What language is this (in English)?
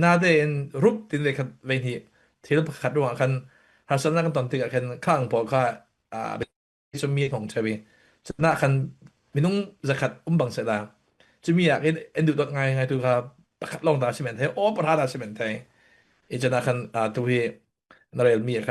Falam Chin